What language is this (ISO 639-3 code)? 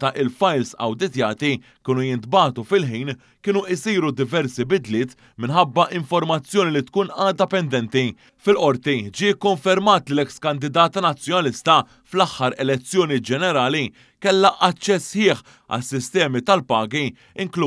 mlt